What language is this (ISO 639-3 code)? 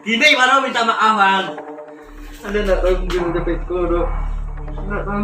min